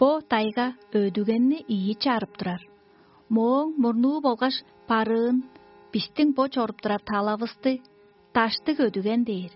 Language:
Tuvinian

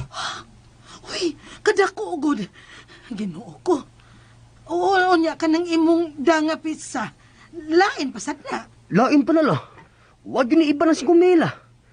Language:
Cebuano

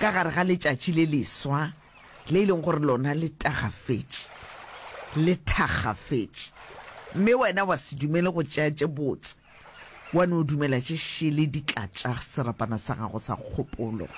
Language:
Northern Sotho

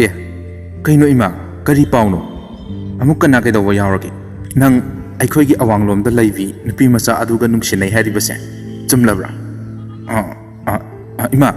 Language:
Manipuri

